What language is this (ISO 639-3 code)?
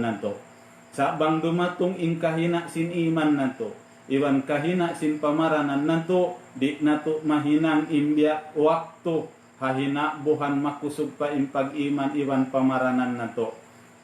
tsg